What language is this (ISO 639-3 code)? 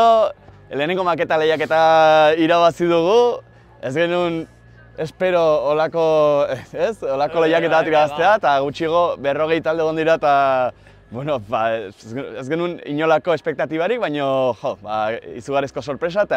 eus